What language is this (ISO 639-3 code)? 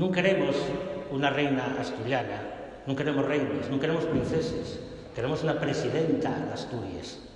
ast